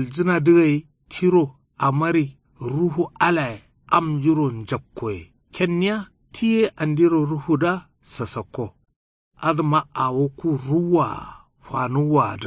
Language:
Kanuri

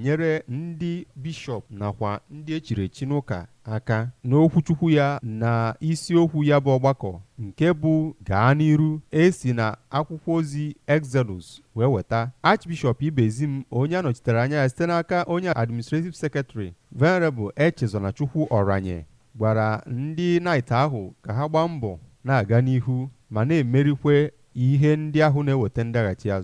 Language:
Igbo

